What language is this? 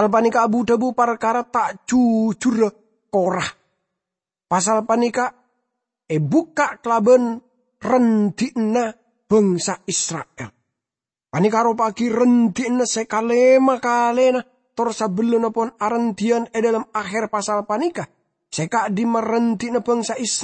Madurese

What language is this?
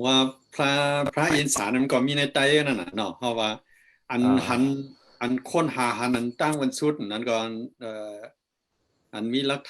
Shan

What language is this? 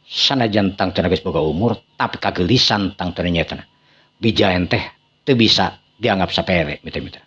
Sundanese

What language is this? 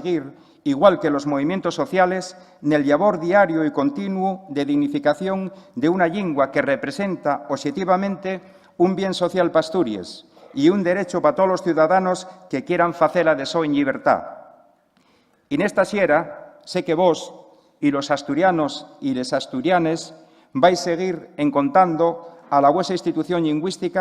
Asturian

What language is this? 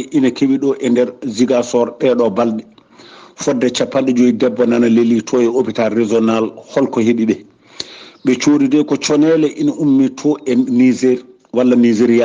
Fula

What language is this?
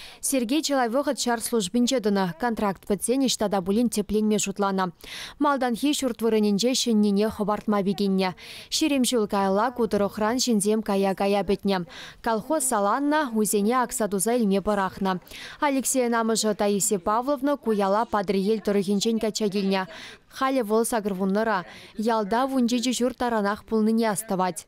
Chuvash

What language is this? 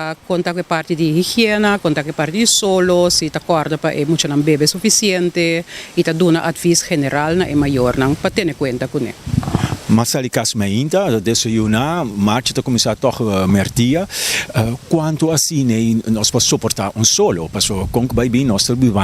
Papiamento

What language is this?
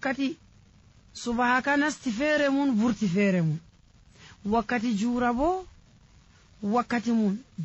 Nigerian Fulfulde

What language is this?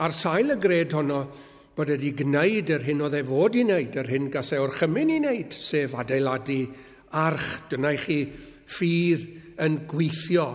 Welsh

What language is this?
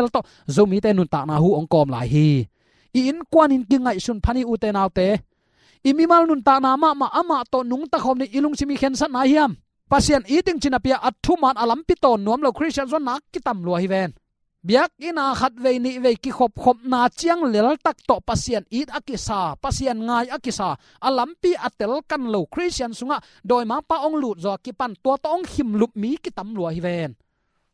Tedim Chin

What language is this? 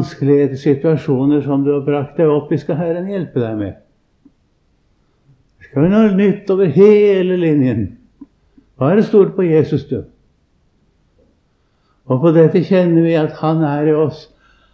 Norwegian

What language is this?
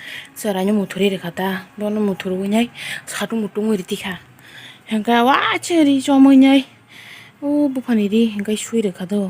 Kok Borok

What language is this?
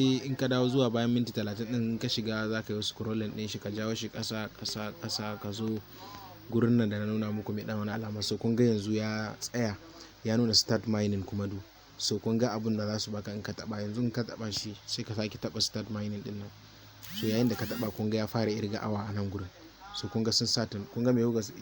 Hausa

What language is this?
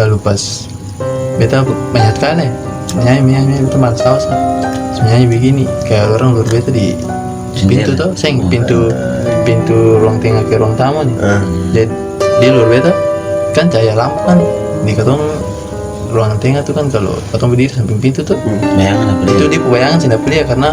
Ambonese Malay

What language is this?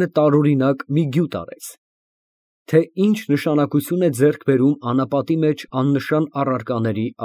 Armenian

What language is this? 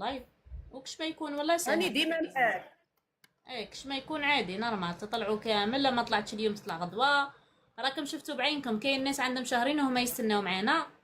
Algerian Arabic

